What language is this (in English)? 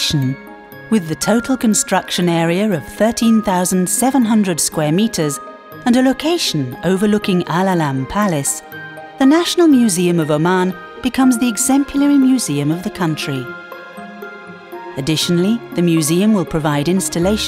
English